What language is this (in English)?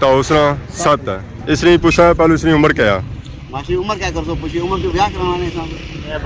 Pahari-Potwari